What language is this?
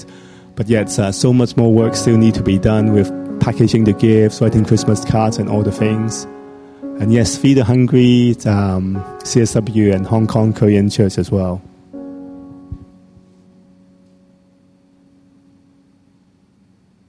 English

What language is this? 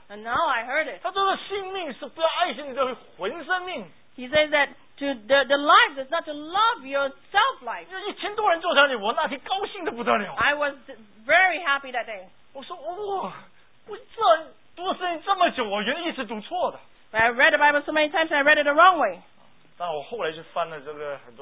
Chinese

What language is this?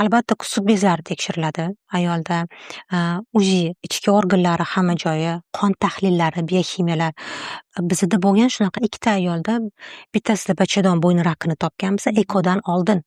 Uzbek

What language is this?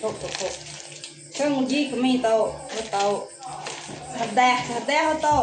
Iban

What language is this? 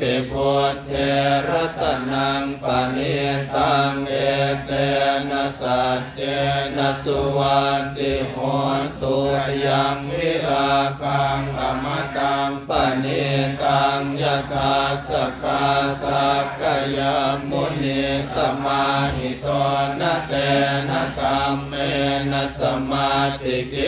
Pali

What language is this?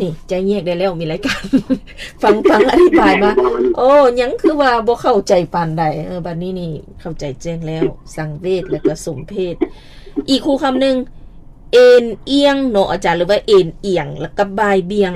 Lao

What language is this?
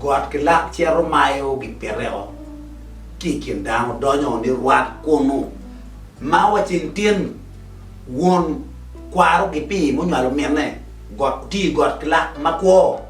Acoli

